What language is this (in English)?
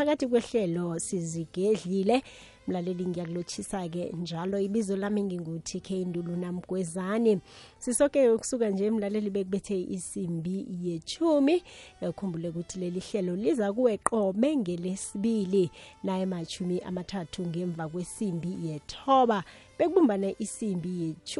South Ndebele